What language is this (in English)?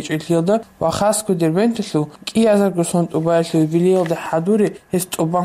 Avaric